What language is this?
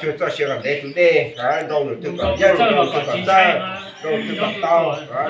Hmong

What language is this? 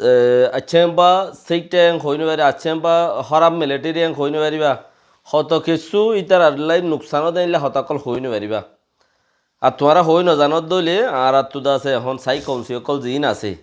Rohingya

